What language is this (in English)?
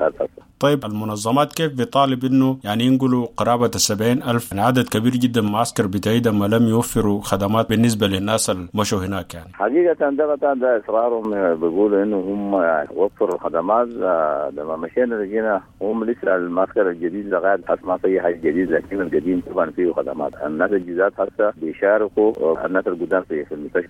Sudanese Arabic